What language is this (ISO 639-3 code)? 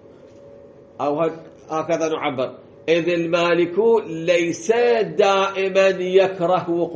ara